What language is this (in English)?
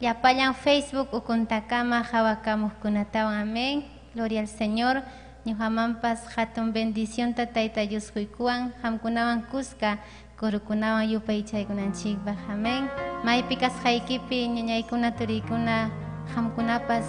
Ayacucho Quechua